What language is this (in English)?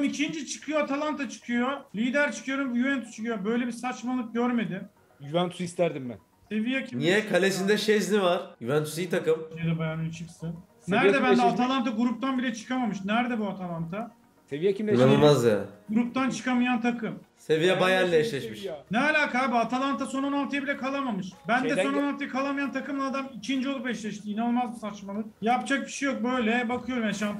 Turkish